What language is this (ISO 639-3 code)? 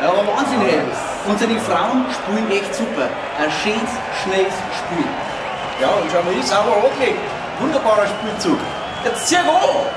bar